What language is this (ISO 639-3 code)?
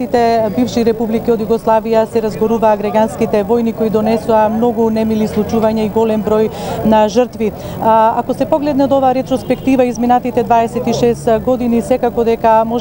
mkd